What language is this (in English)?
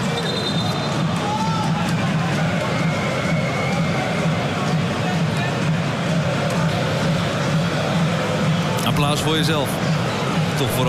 Dutch